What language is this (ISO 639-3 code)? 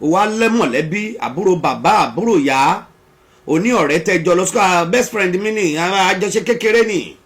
yor